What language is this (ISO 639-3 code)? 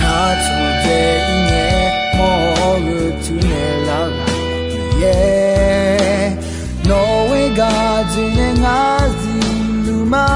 ahk